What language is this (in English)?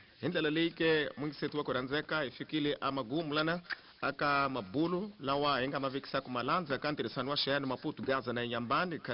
Tsonga